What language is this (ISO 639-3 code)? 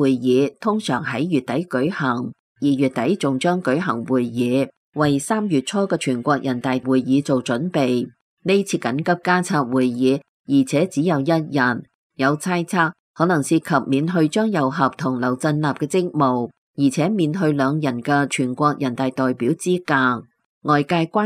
yue